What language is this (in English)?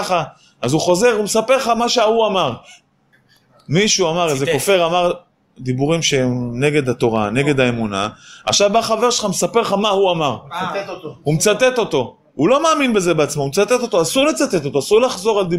Hebrew